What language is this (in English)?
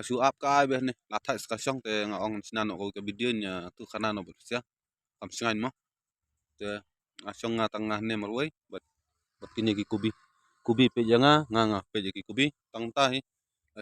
Khasi